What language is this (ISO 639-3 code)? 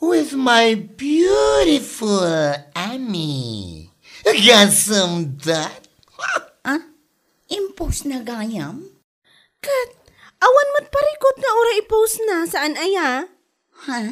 ilo